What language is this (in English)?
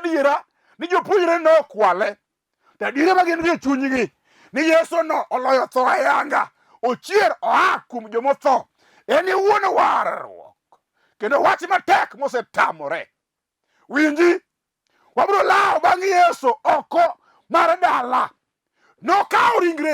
Luo (Kenya and Tanzania)